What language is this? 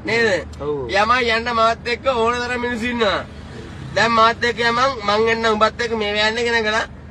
Sinhala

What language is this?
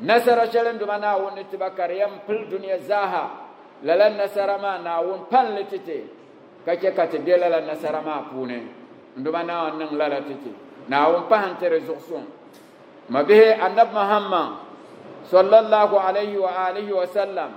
Dagbani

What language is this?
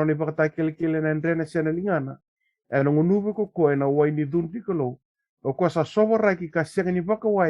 Fijian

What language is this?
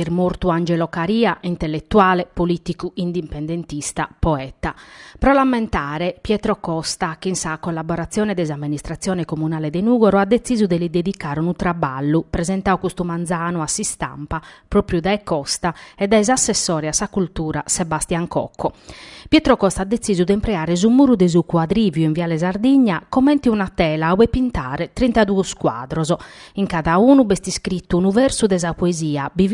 Sardinian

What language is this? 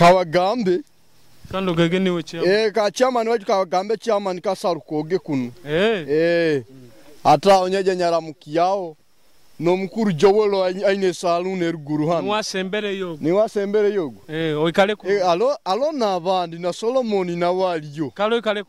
Nyoro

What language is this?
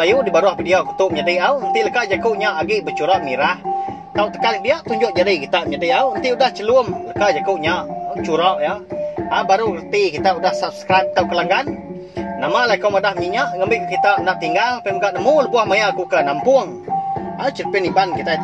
Iban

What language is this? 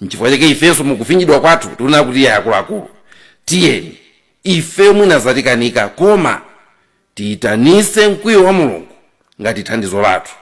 Nyanja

